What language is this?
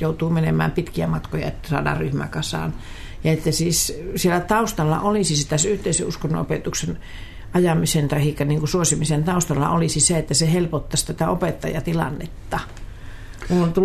Finnish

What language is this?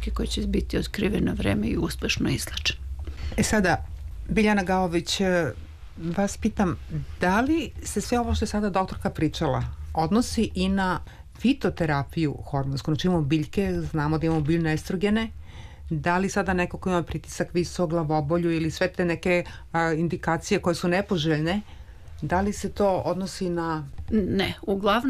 Serbian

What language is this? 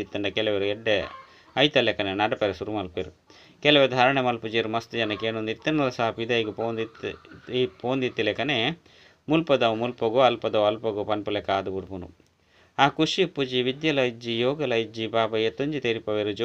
Tulu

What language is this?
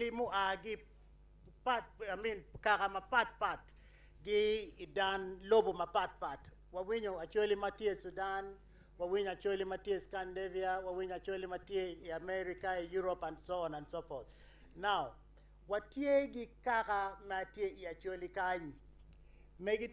Acoli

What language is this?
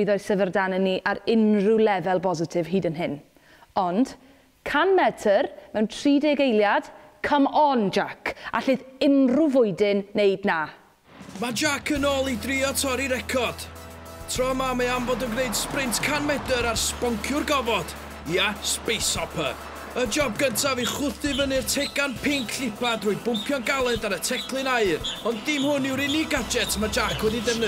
Welsh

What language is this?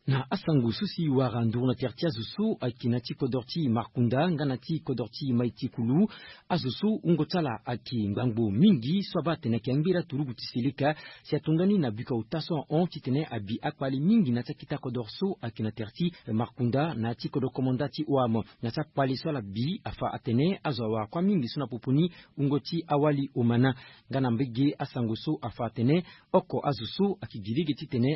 Sango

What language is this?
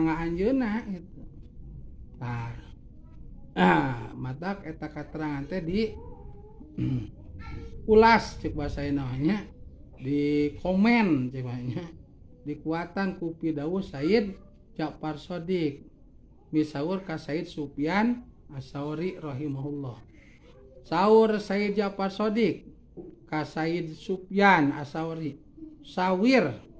Sundanese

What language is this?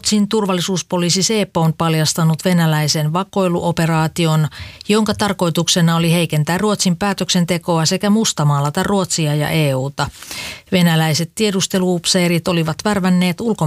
Finnish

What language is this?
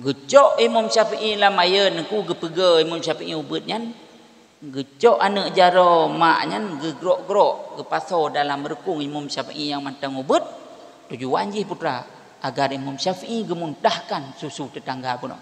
Achinese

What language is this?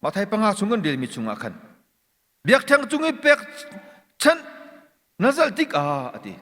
Hakha Chin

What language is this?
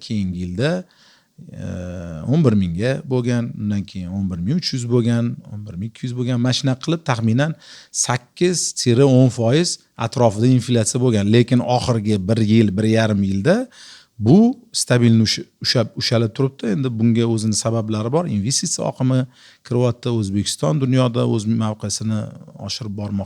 Uzbek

